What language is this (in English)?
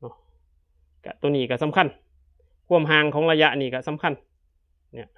Northeastern Thai